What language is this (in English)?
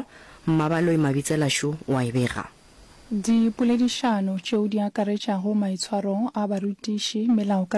Northern Sotho